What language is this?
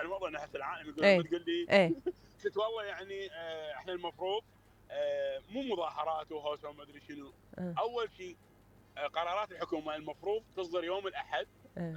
Mesopotamian Arabic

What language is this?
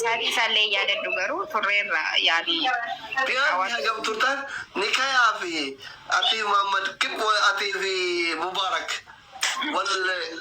Oromo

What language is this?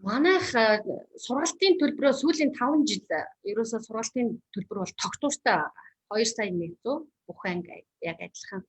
Mongolian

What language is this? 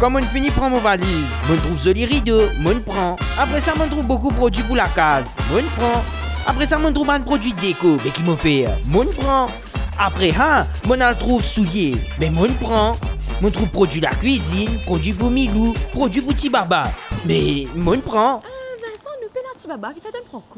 Morisyen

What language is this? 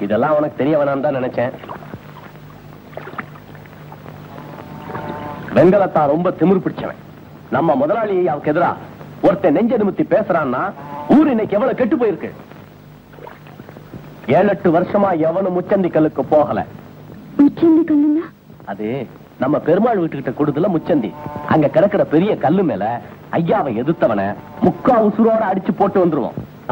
Tamil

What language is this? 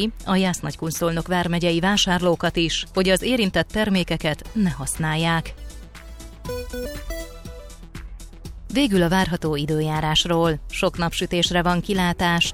Hungarian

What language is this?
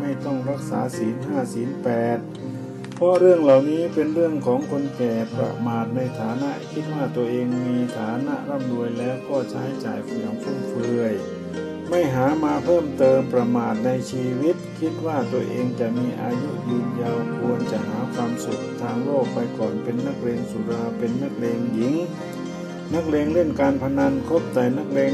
Thai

